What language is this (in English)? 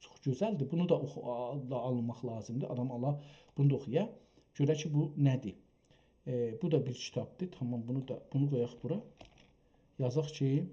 South Azerbaijani